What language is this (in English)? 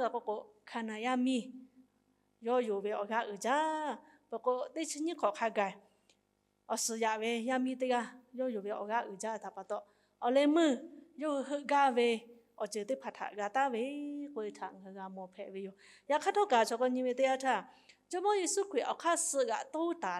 Lahu